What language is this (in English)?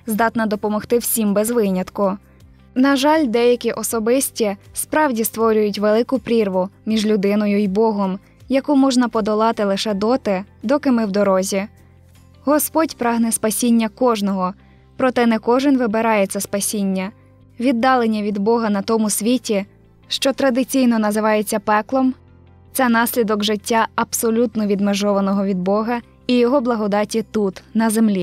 Ukrainian